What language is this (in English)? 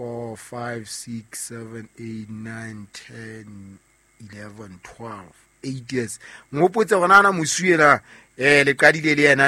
Southern Sotho